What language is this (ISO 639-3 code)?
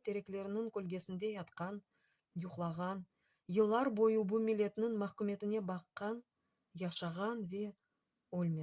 crh